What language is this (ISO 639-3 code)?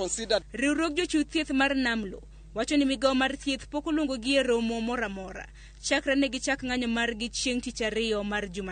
luo